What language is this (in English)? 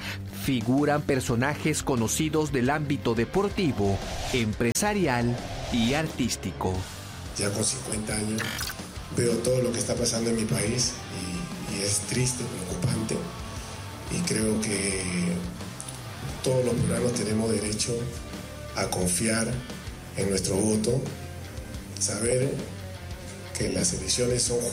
Spanish